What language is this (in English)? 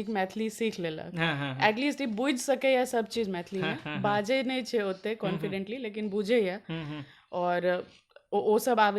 Maithili